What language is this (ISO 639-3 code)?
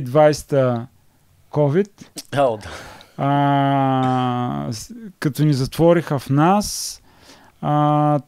bul